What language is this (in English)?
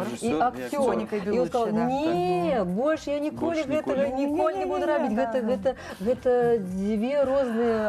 Belarusian